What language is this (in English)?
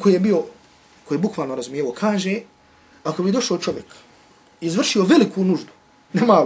Bosnian